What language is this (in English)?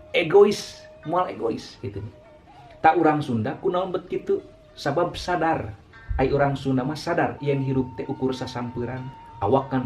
Sundanese